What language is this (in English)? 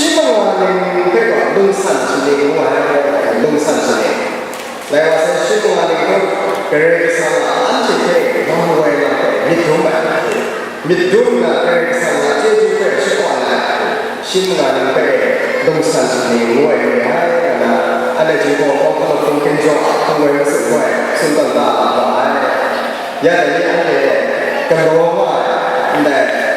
Kachin